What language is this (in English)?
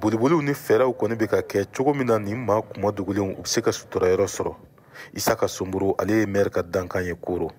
Bambara